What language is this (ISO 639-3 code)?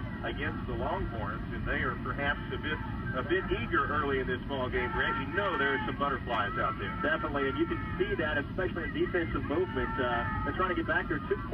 eng